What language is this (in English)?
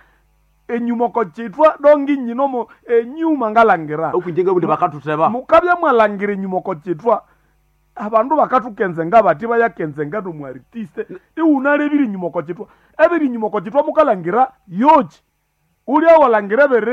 Nande